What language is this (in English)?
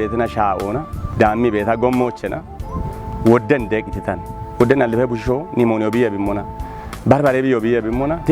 Kafa